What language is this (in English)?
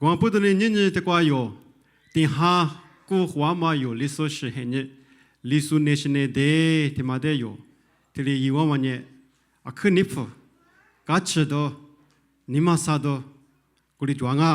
Lisu